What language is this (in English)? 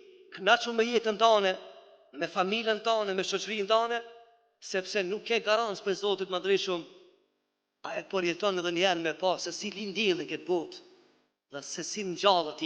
Albanian